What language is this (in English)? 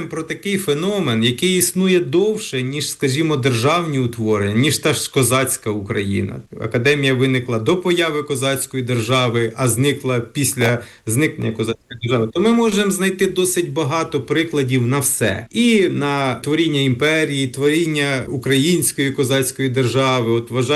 Ukrainian